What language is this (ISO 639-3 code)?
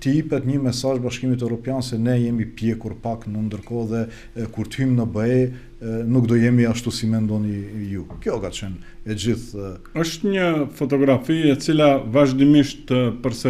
sqi